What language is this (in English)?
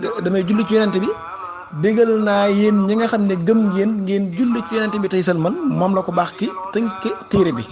Wolof